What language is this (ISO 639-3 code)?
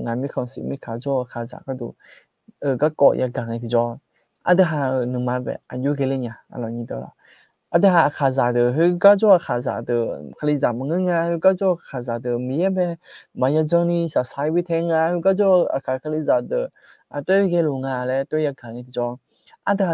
ahk